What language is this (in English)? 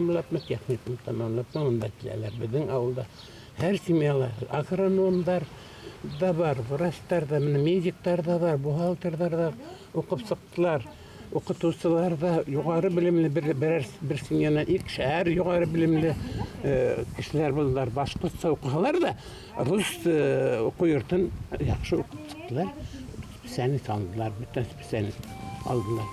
Bashkir